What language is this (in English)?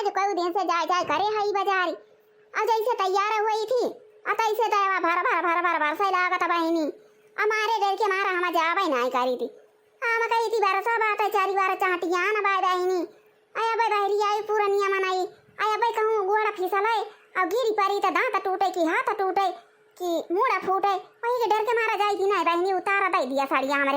Awadhi